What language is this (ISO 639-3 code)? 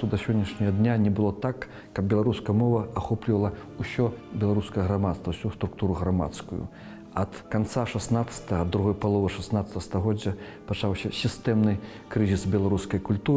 bel